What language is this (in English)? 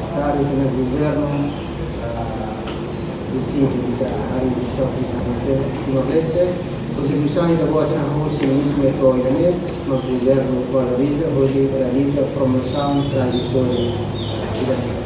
Tetum